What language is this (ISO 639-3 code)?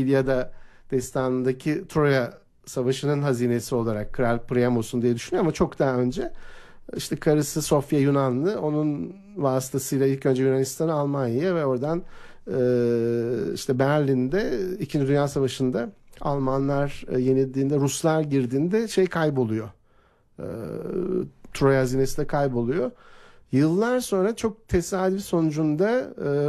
tur